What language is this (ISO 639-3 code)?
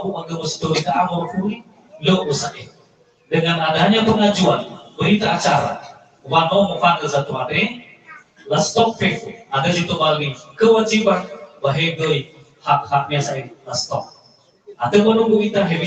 nia